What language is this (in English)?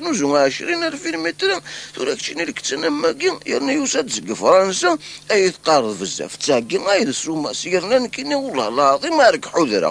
Kabyle